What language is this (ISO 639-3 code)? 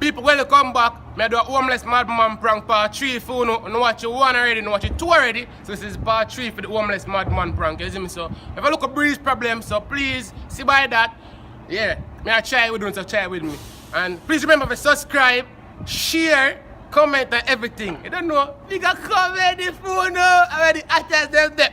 jam